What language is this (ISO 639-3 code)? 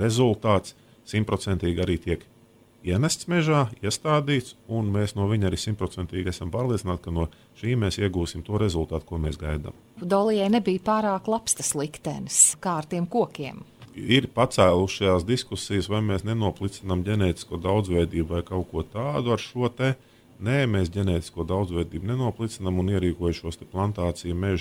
lav